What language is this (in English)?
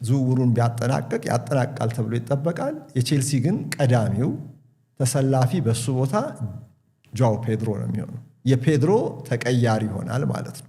Amharic